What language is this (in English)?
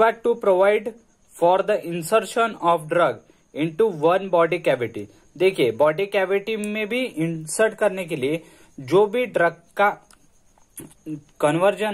Hindi